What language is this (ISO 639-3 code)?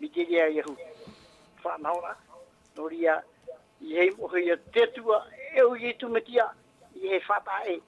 tah